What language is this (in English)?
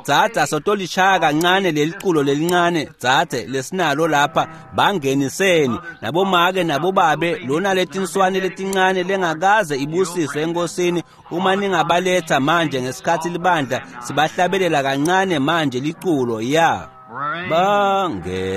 Swati